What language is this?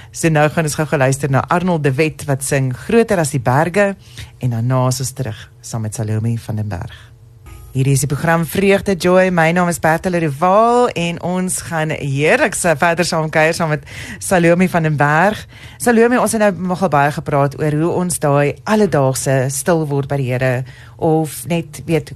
Afrikaans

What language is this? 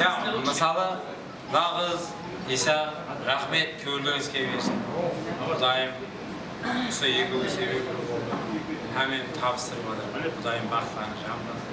Kara-Kalpak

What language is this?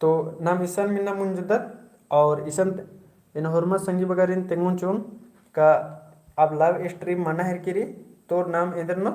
Kurukh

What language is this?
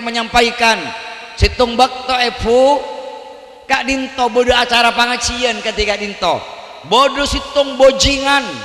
Madurese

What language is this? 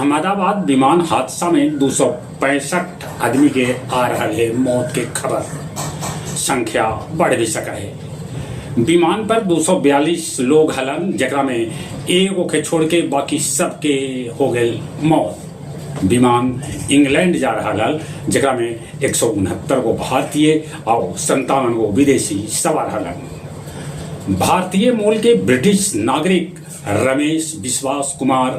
Magahi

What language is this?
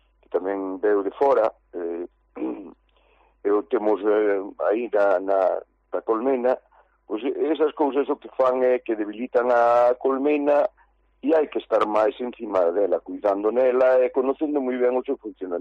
Galician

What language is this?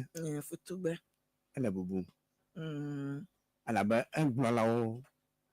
Ewe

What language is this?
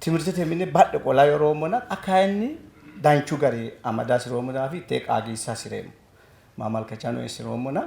Sidamo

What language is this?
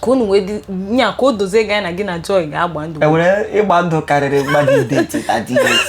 Igbo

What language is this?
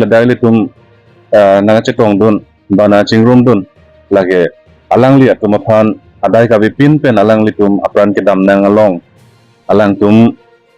Karbi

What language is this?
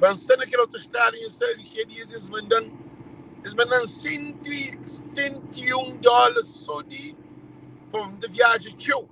Kabuverdianu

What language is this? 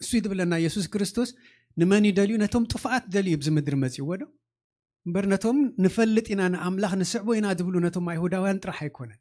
Tigrinya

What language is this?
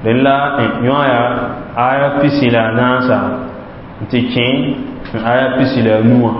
Mossi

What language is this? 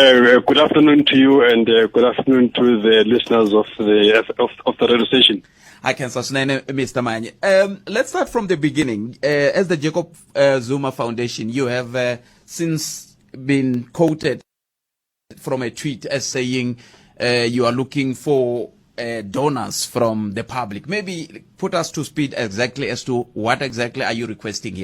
Tsonga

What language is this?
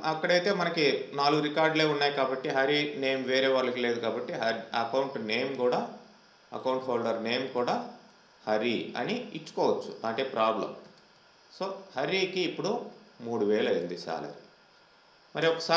Telugu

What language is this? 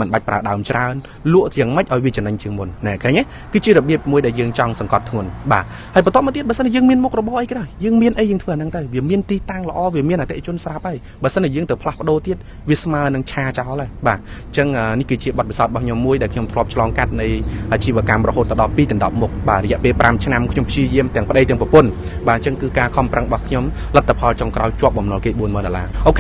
Khmer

